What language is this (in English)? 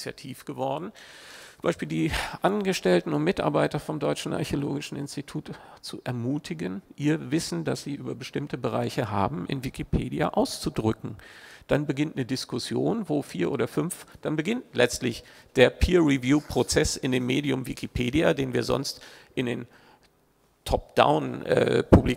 German